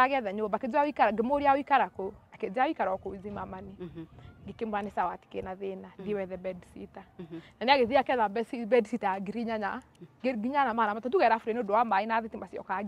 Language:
Kikuyu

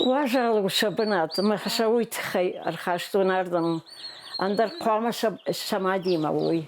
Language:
Ossetic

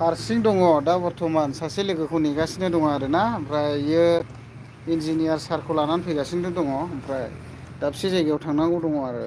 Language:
Bodo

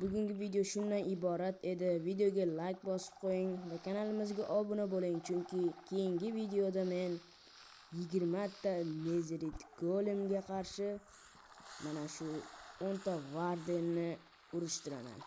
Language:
Uzbek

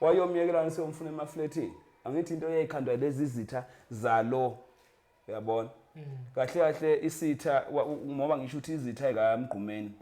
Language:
Zulu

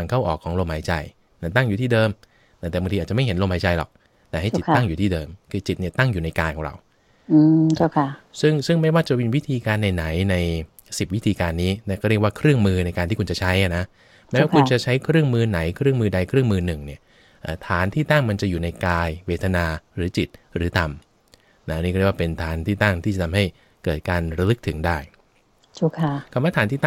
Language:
Thai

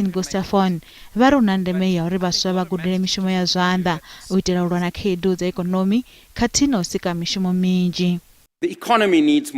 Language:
Venda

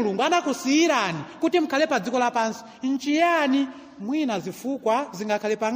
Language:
Nyanja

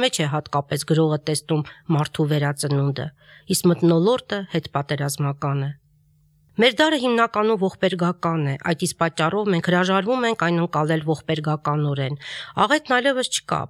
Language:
Armenian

